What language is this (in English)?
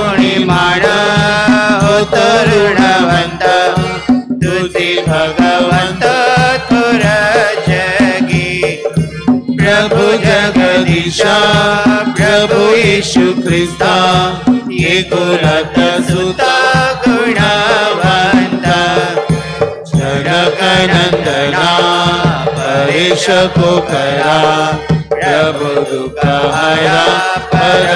Marathi